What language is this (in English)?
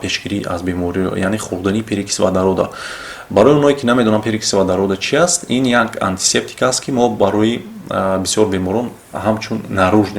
Tajik